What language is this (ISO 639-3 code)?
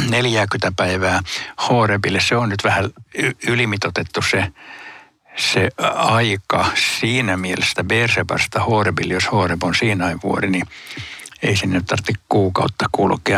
fin